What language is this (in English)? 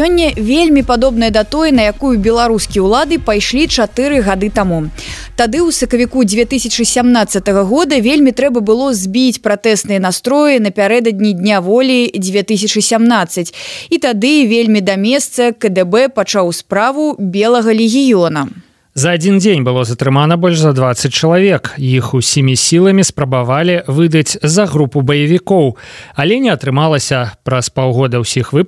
Belarusian